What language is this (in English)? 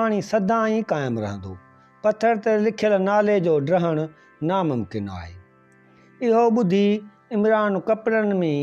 Sindhi